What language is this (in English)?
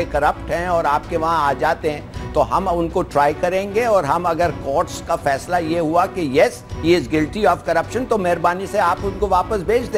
Urdu